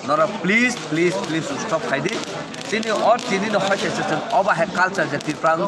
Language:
Kok Borok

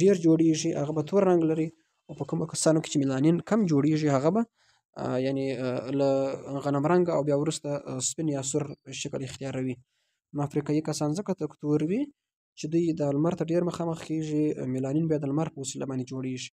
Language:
Pashto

